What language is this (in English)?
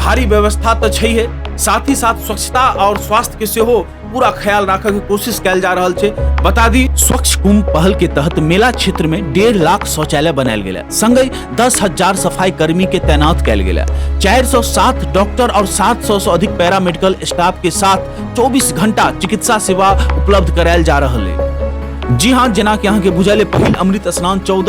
Maithili